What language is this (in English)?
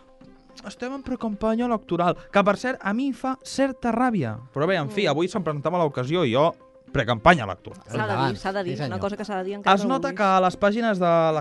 Catalan